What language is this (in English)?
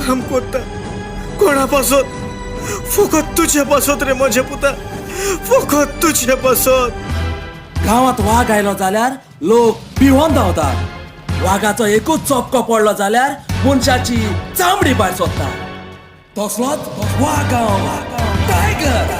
Konkani